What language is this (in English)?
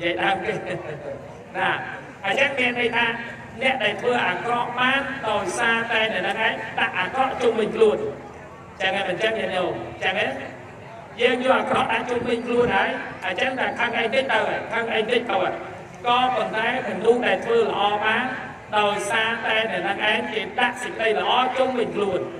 Khmer